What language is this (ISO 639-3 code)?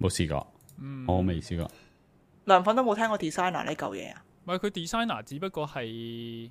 yue